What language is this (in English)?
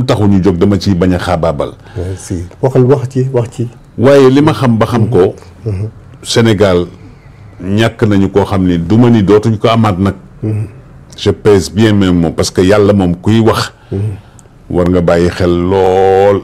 Wolof